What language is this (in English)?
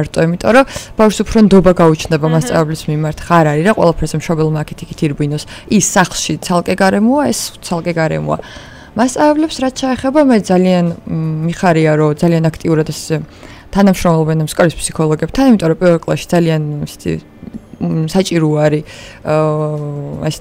Georgian